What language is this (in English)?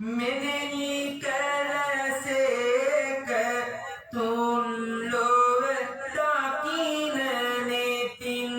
Sinhala